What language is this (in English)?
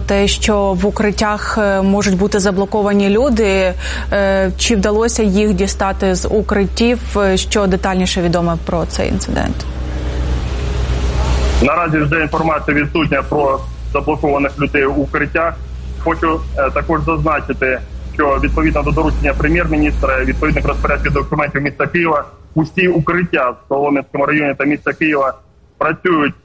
Ukrainian